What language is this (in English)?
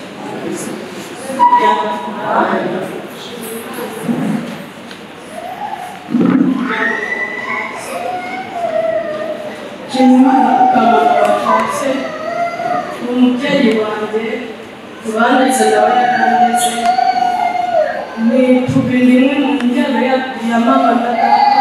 Kinyarwanda